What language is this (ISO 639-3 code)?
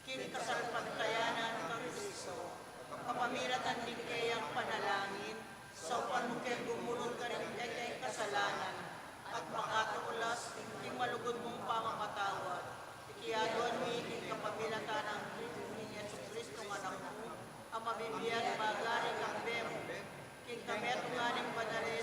pam